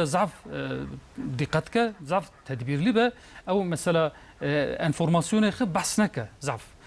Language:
Kurdish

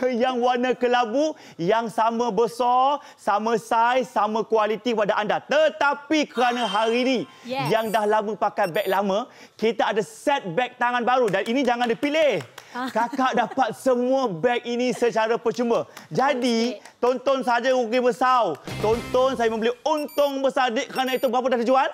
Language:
Malay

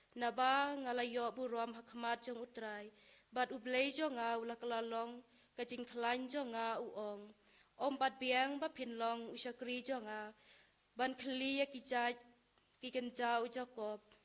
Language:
Khasi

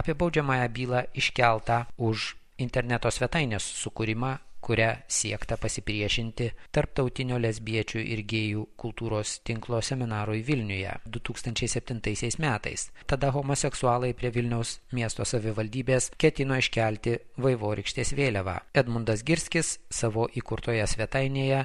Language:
Lithuanian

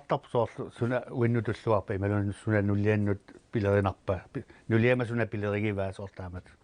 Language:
Kalaallisut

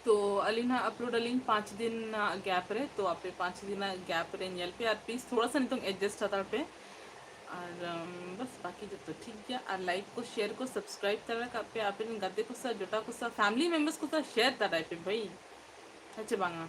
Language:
Santali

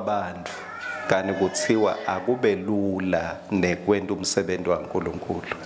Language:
Swati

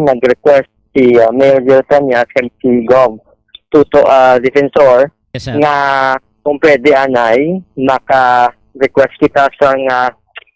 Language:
Hiligaynon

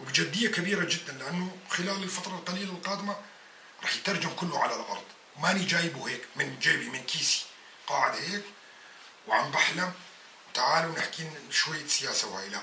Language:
North Levantine Arabic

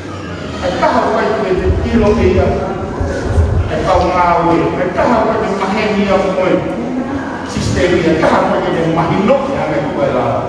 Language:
Tongan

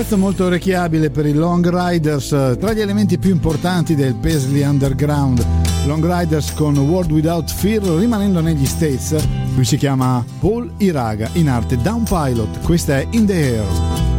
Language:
Italian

